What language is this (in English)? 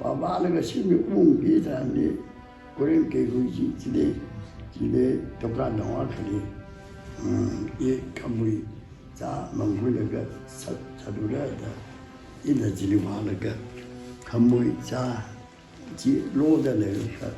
Tangkhul Naga (India)